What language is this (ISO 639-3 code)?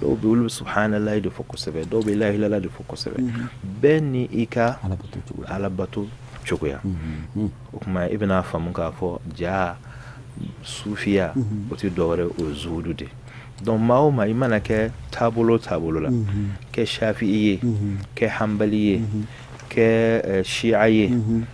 bam